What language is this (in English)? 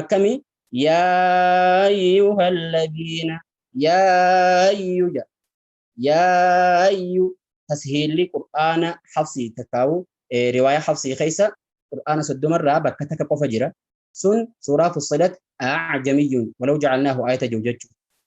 Oromo